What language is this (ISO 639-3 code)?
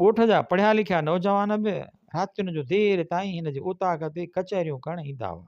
snd